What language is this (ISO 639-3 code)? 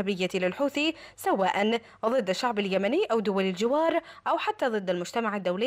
ara